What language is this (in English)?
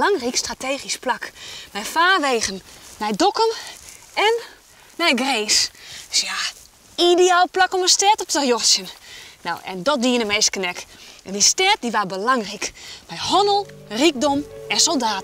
Western Frisian